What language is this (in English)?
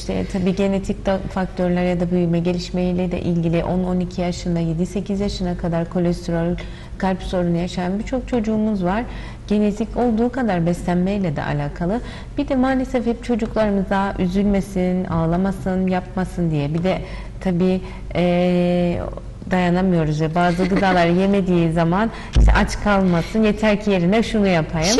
Turkish